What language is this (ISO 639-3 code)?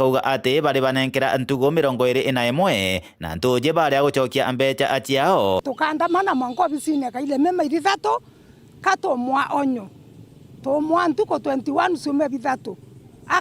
mer